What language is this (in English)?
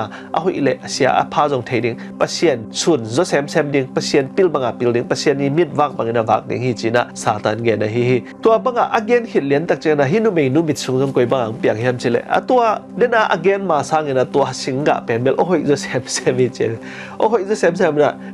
Tedim Chin